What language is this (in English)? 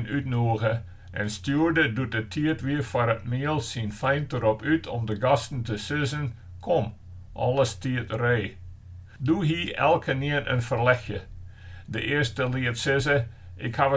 Western Frisian